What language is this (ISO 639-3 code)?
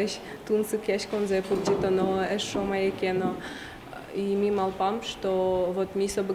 udm